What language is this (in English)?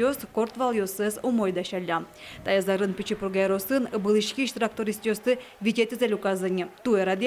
Udmurt